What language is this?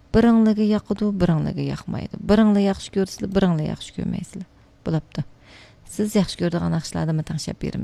Uyghur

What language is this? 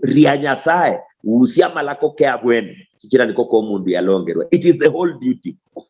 Luyia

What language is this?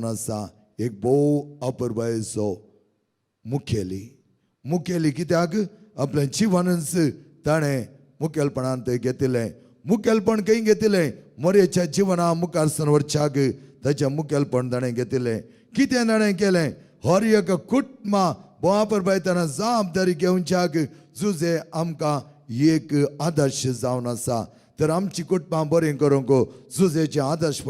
Konkani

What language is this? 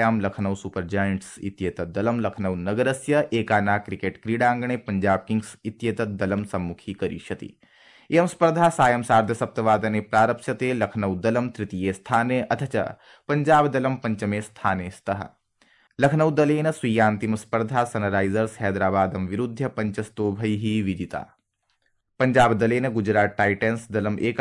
Sanskrit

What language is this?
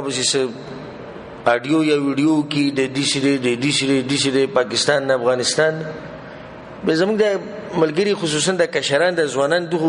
Pashto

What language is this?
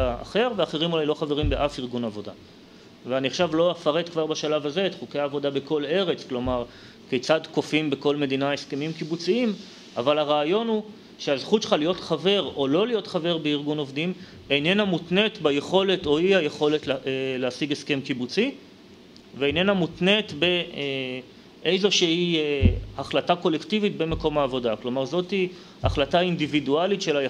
Hebrew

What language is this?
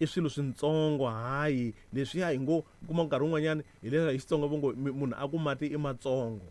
Tsonga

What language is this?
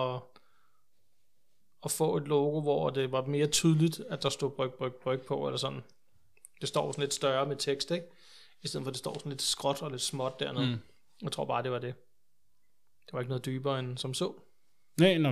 Danish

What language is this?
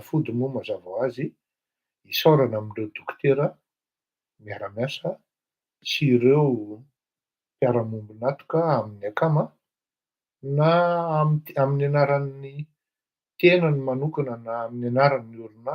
Malagasy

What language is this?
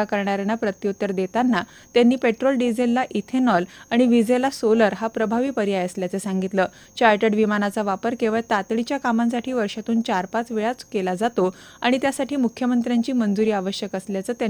Marathi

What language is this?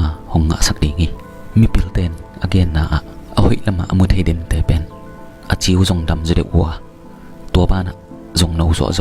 Tedim Chin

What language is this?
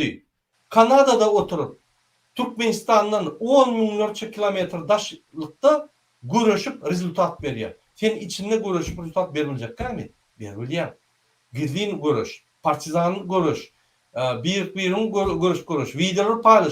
Turkmen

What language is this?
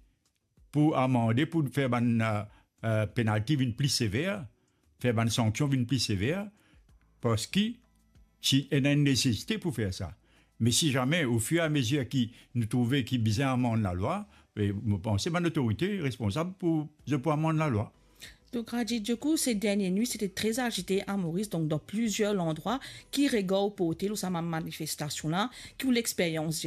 Morisyen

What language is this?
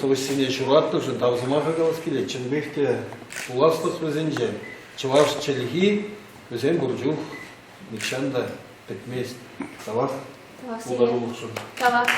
Chuvash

